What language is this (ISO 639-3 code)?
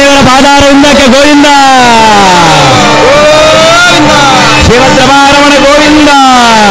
kan